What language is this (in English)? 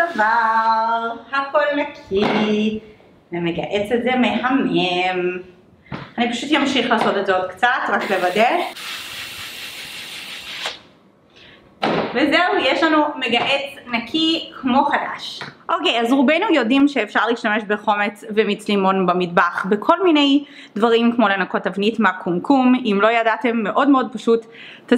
Hebrew